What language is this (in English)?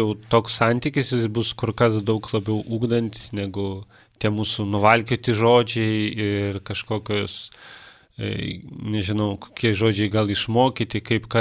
Lithuanian